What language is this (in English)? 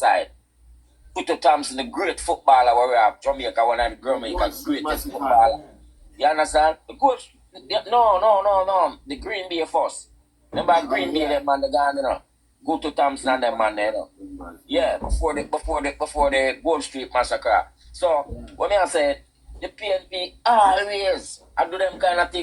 Jamaican Creole English